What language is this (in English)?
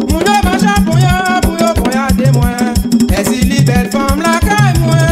Haitian Creole